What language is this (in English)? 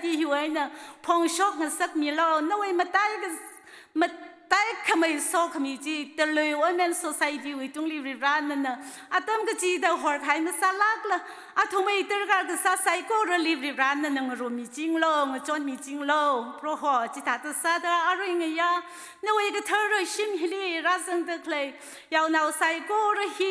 Tangkhul Naga (India)